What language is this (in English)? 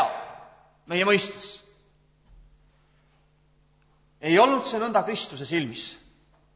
Estonian